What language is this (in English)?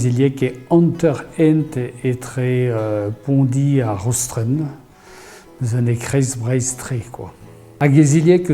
Breton